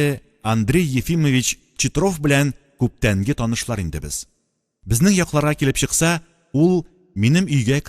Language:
Tatar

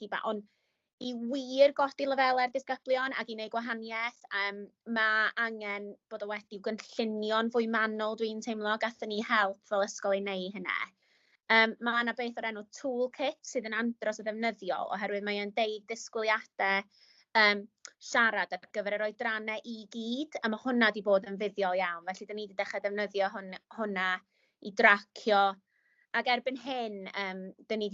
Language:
Welsh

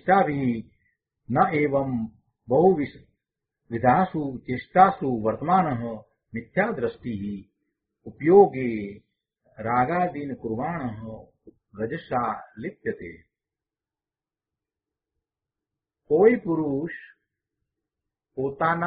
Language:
Gujarati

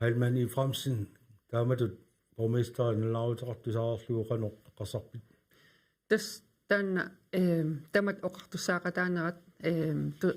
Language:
Kalaallisut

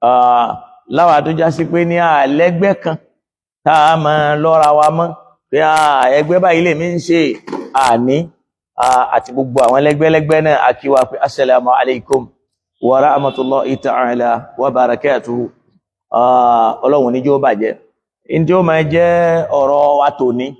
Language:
Yoruba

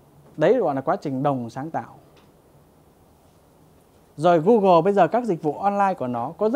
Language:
Vietnamese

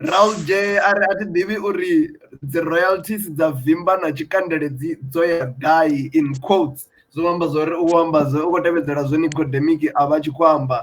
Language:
Venda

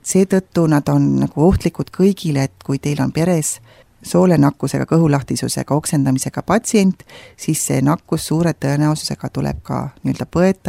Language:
Estonian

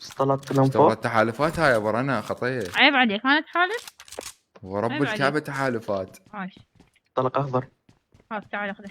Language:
Mesopotamian Arabic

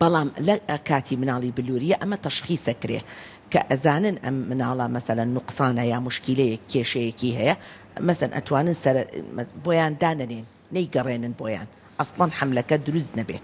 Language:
Central Kurdish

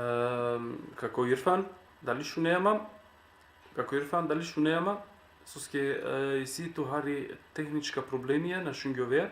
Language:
Balkan Romani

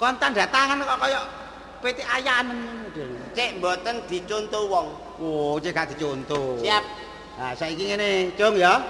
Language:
Javanese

